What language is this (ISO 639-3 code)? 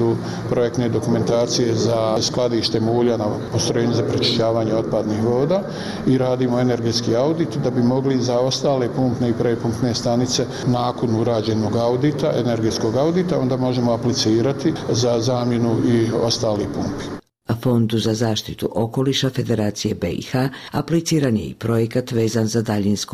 bos